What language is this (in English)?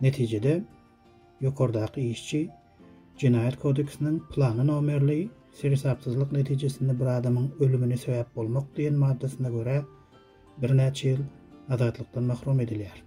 Turkmen